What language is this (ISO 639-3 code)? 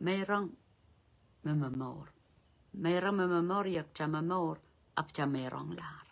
pon